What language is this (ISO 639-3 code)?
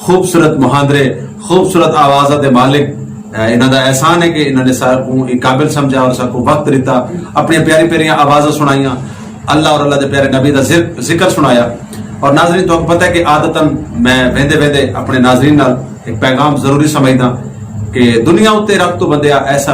skr